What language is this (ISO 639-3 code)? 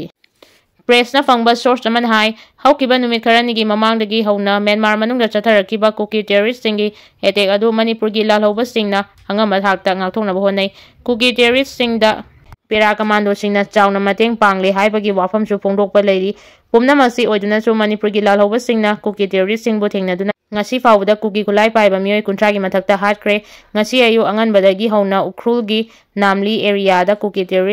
mni